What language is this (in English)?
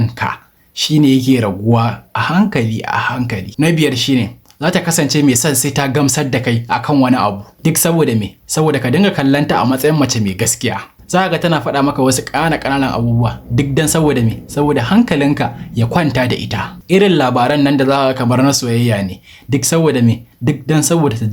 Hausa